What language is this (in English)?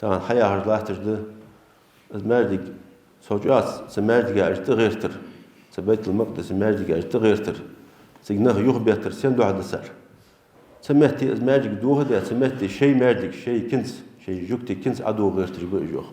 Ingush